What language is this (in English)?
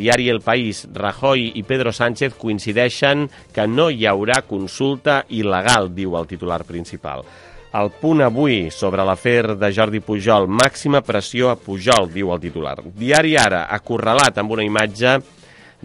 Catalan